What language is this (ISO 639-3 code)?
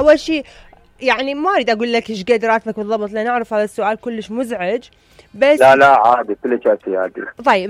acm